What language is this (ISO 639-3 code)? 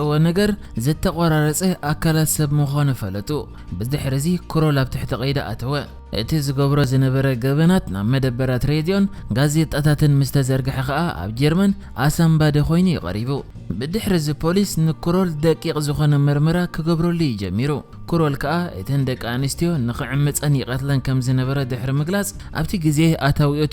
tir